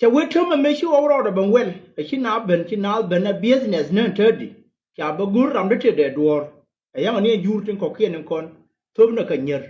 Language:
Nuer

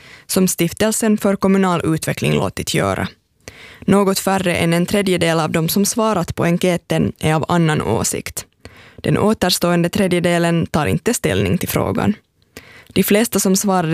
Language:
Swedish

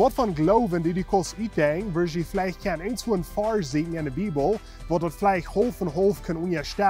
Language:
Plautdietsch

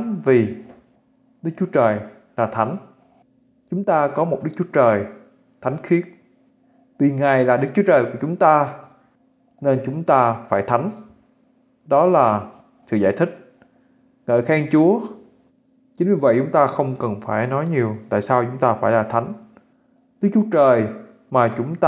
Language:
Vietnamese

